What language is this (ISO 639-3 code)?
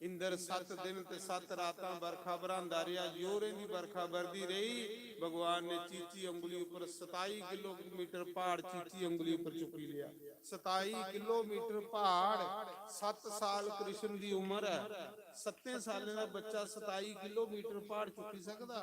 doi